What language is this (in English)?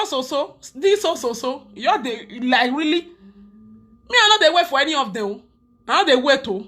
Nigerian Pidgin